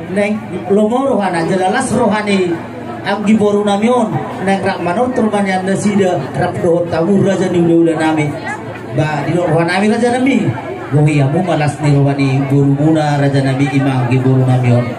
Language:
Batak Toba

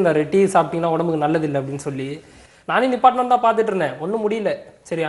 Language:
Tamil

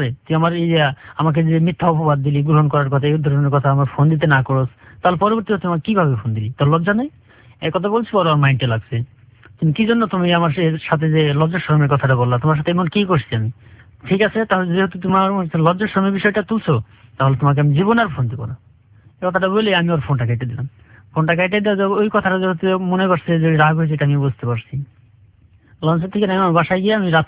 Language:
Bangla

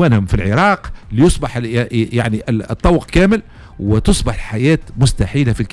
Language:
Tunisian Arabic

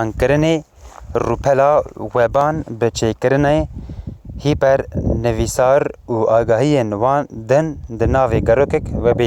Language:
Kurdish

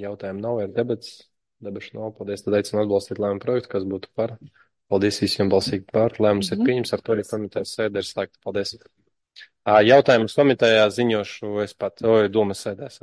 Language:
Latvian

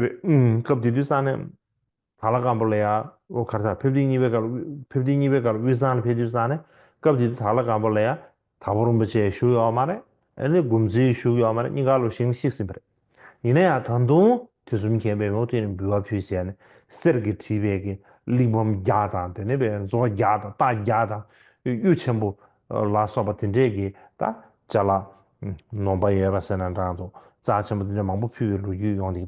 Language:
Tibetan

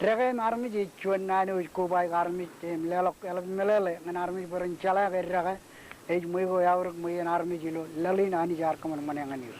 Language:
Marshallese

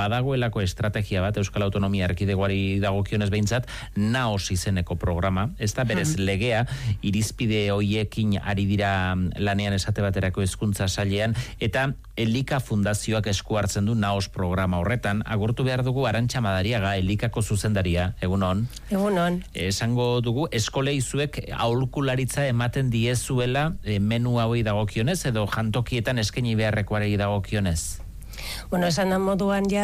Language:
Basque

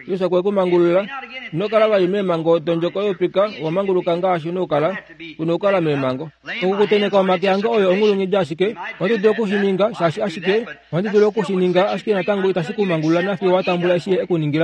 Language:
Kuanyama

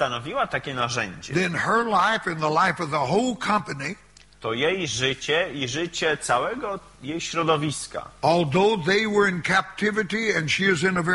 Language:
Polish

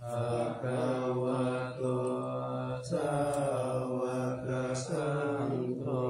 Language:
Pali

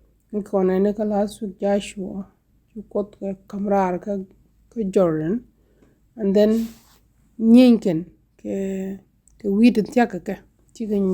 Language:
Nuer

